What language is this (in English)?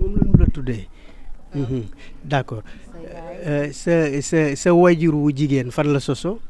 Wolof